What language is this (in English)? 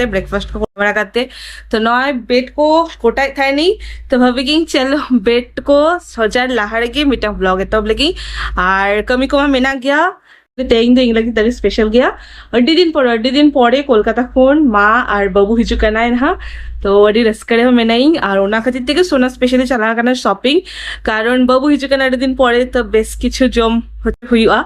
Santali